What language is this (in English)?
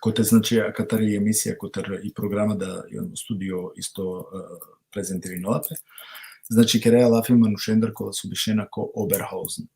Balkan Romani